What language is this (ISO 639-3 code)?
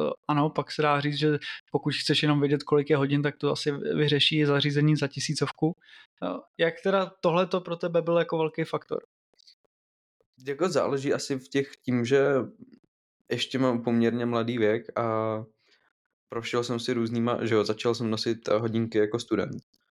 ces